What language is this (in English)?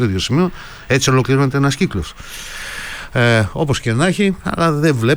Greek